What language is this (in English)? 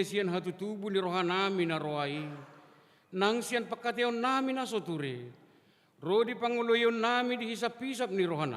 Batak Toba